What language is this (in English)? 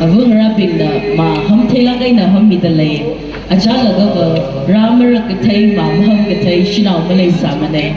Tangkhul Naga (India)